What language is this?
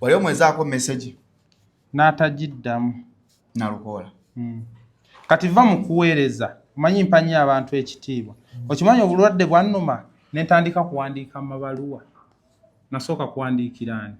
Ganda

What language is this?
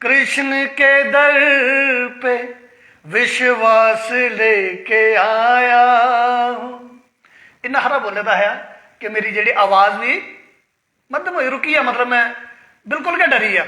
Dogri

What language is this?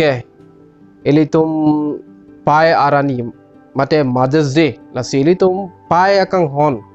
Karbi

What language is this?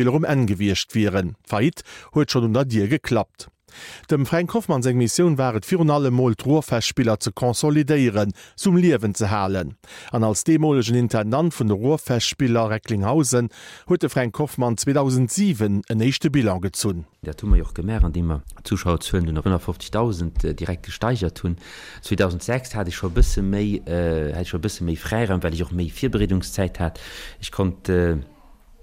Luxembourgish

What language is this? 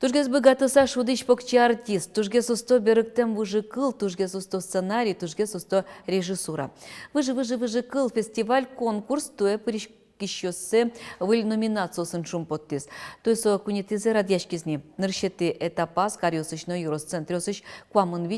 Udmurt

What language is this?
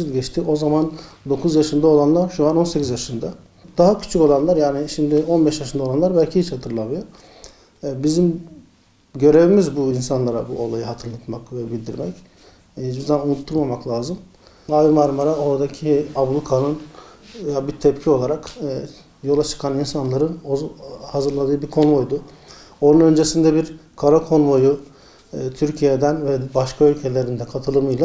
Turkish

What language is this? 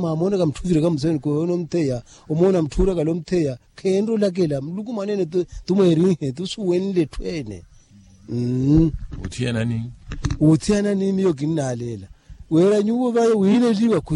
Makhuwa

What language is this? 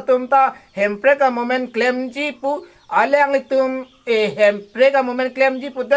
Karbi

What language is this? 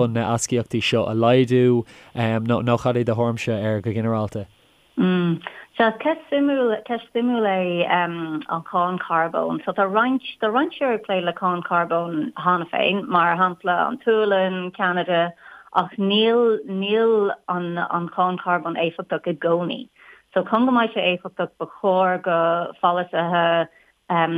Irish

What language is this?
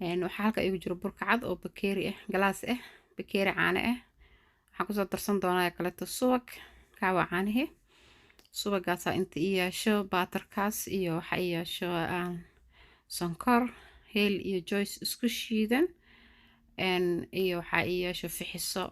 Somali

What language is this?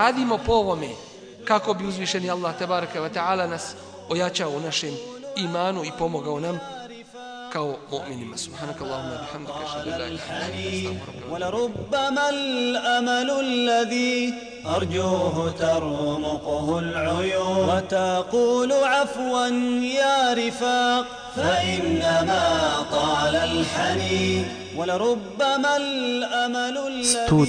Bosnian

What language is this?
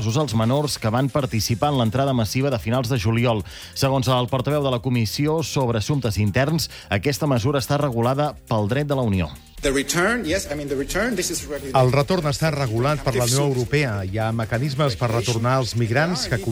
Catalan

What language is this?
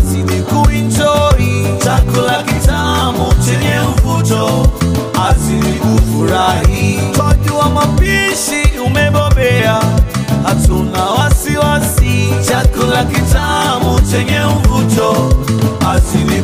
Swahili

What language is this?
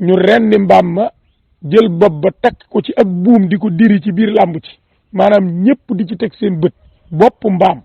Wolof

